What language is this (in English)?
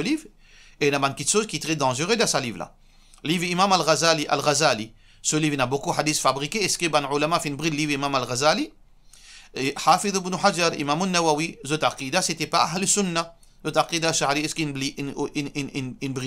Morisyen